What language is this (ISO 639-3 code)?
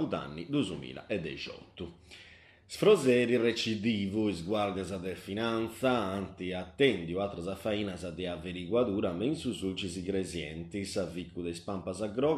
srd